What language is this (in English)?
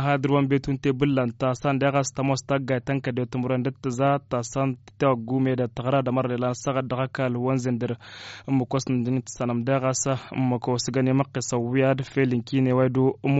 Tamasheq